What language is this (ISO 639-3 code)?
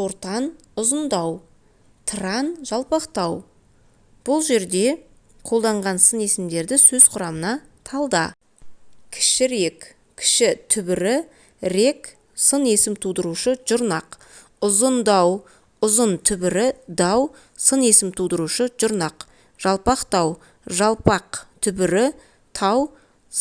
kaz